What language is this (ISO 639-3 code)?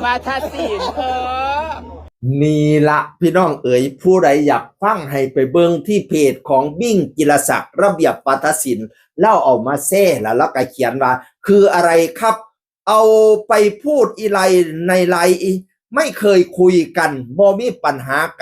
tts